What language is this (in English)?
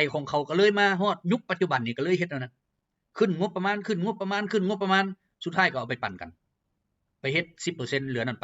Lao